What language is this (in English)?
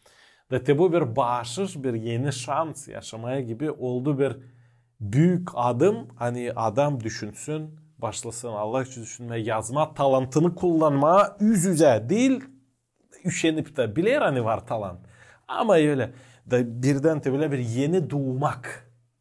Gagauz